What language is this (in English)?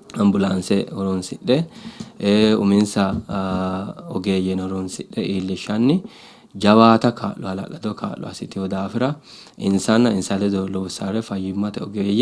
Sidamo